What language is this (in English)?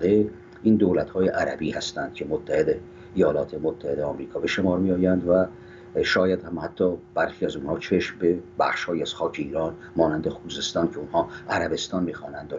Persian